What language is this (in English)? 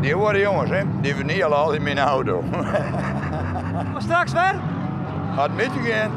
Western Frisian